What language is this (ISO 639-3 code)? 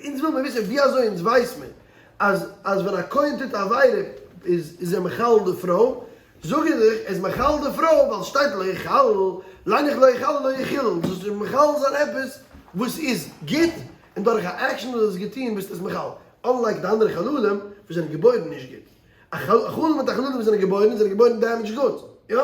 yid